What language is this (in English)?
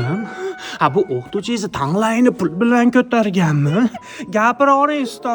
Uzbek